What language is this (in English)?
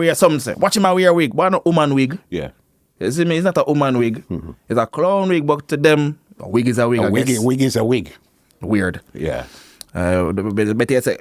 Jamaican Creole English